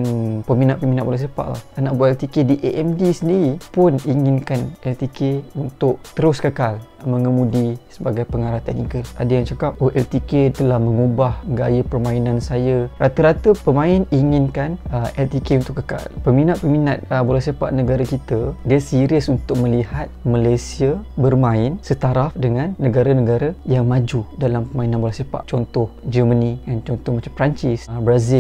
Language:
Malay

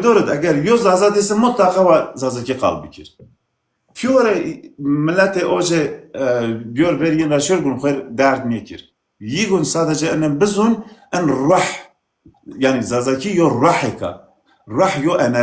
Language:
Zaza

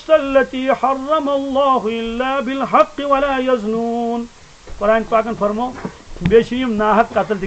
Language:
Kashmiri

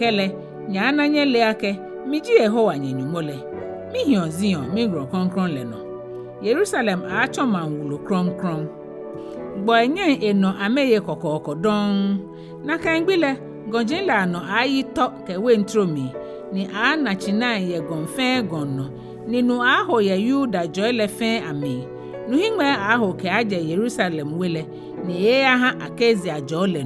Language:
Ga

